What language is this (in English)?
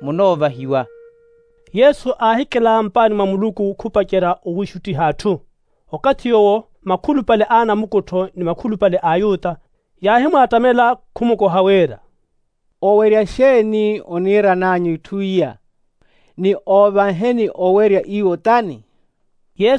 Makhuwa